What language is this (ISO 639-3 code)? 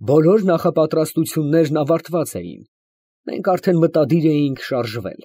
hye